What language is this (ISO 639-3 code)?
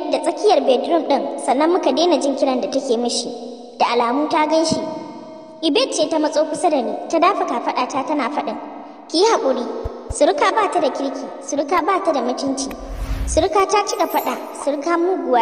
hau